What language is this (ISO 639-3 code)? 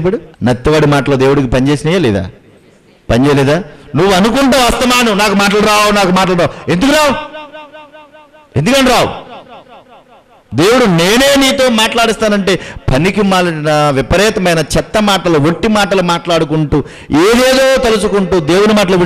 tel